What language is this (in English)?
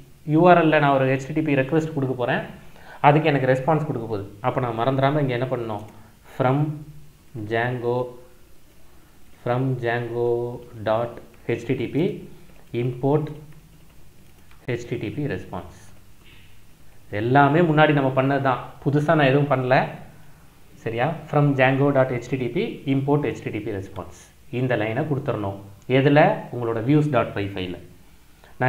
Tamil